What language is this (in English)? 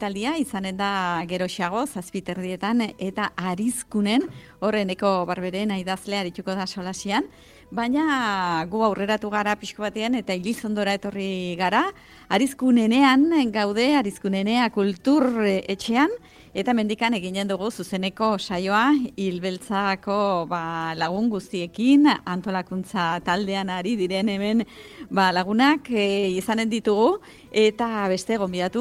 Basque